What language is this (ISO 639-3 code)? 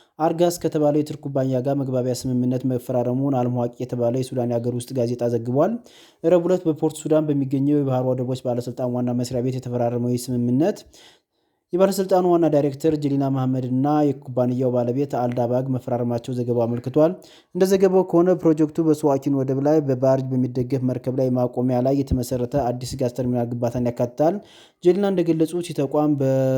amh